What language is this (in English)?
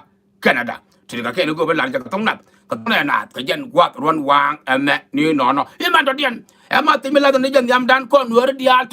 Nuer